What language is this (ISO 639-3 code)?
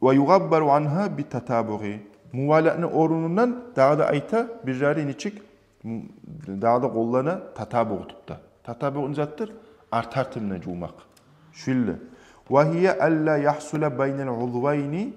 kum